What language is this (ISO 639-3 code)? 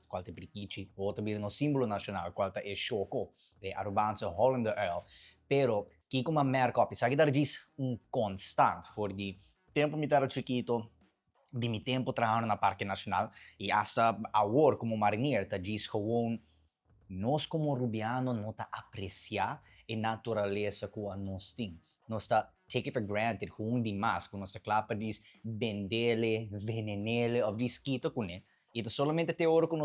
pap